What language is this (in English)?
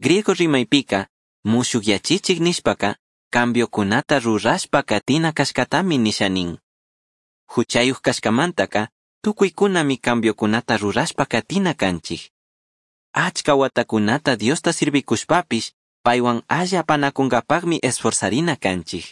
Chimborazo Highland Quichua